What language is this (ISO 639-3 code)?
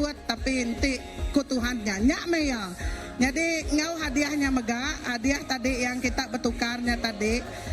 iba